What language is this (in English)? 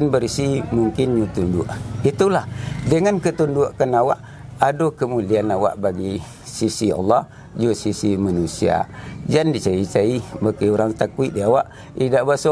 Minangkabau